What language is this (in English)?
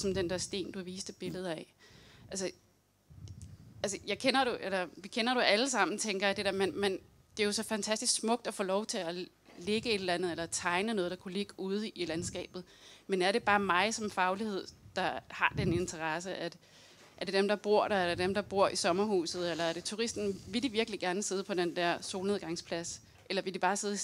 Danish